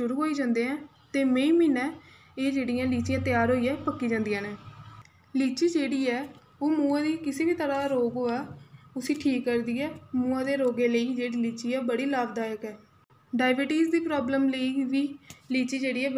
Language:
Dogri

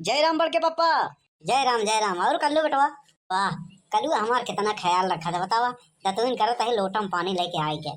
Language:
Awadhi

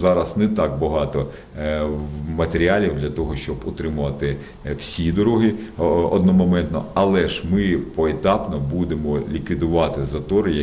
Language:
Ukrainian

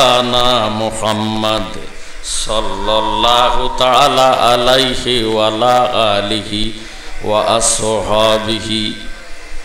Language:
Bangla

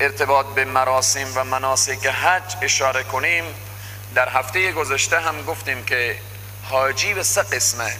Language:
Persian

